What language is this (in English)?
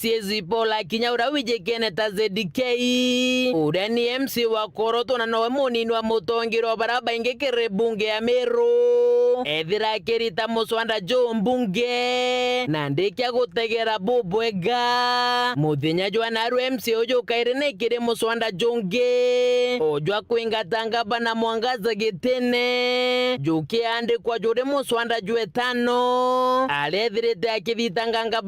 Meru